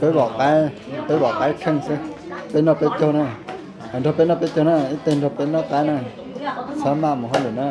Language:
Hmong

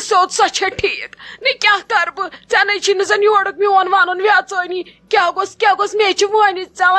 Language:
Kashmiri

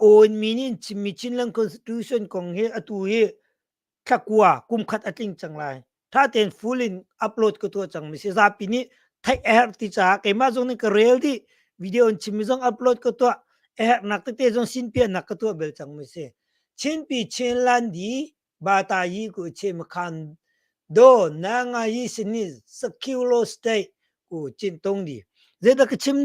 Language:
Hakha Chin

